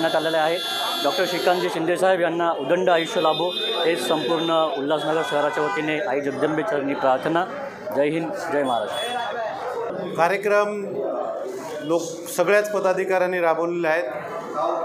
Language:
Marathi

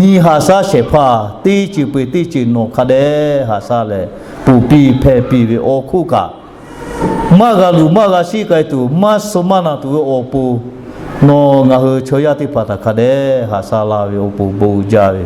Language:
Lahu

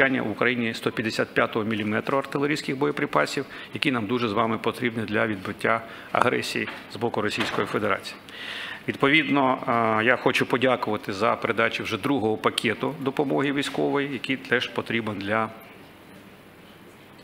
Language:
Ukrainian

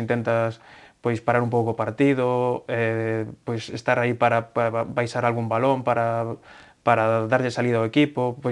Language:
Galician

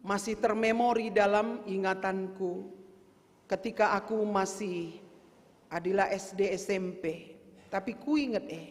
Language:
Batak Karo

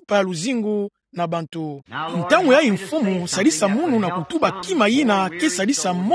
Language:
Kituba (Democratic Republic of Congo)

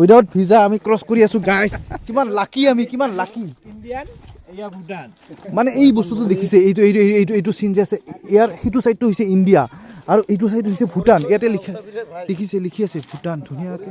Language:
Assamese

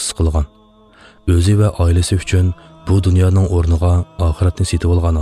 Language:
Uyghur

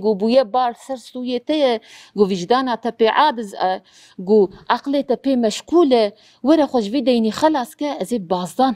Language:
Kurdish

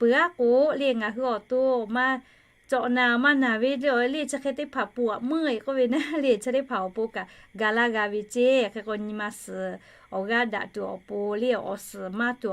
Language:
Lahu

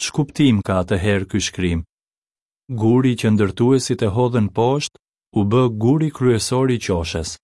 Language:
Albanian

